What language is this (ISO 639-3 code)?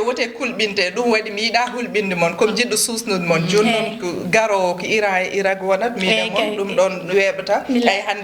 ful